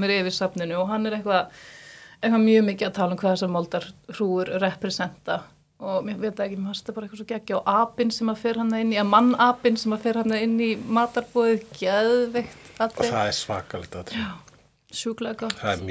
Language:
Icelandic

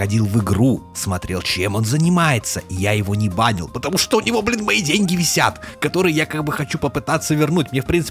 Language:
Russian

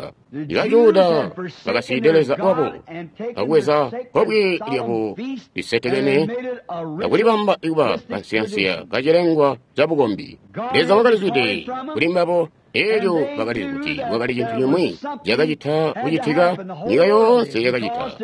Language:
Tonga (Zambia)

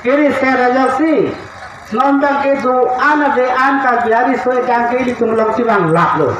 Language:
Karbi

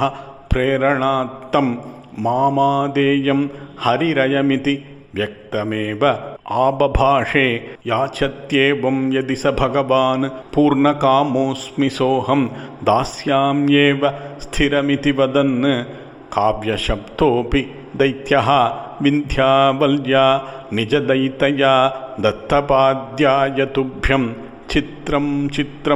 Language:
Sanskrit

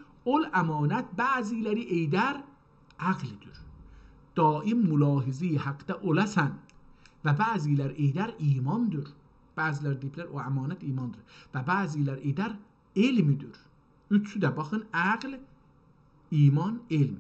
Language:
South Azerbaijani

